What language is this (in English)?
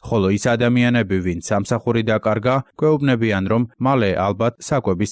Georgian